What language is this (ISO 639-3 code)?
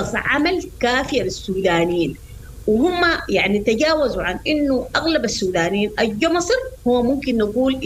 apd